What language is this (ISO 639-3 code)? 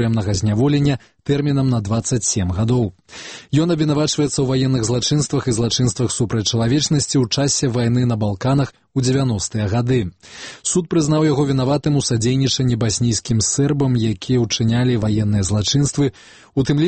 bel